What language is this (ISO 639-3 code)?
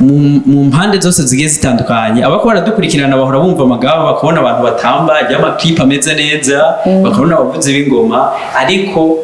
run